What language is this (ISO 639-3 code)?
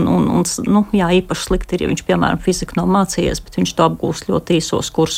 lav